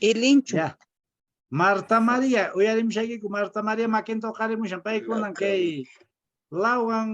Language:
Quechua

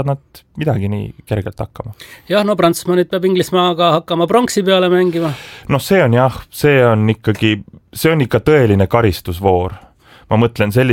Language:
Estonian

